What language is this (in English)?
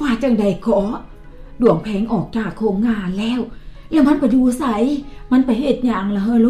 Lao